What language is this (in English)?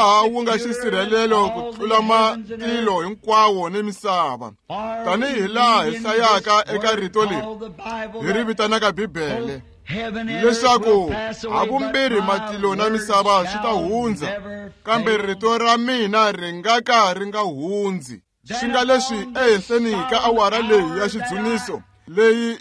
Tsonga